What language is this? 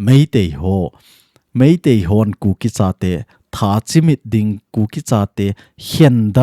Thado Chin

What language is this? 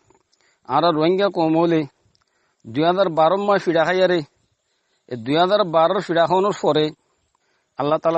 Rohingya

